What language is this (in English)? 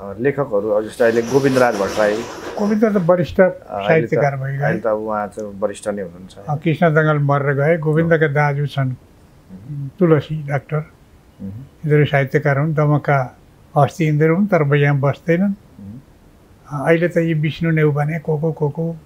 Nepali